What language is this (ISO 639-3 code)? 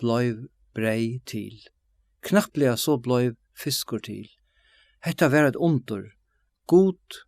fao